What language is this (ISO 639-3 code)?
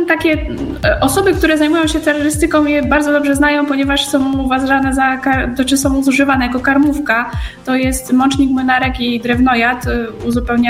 pol